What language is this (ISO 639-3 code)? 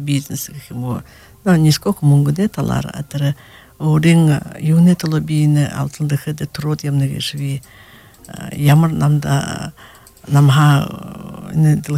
bua